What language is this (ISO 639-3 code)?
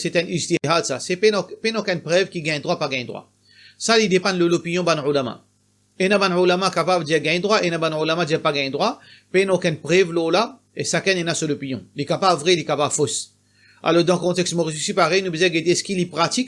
mfe